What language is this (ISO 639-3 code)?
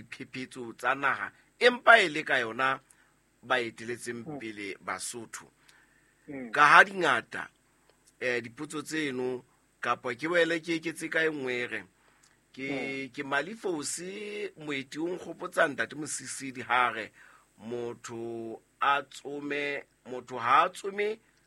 sot